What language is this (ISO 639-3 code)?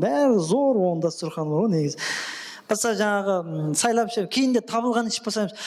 kaa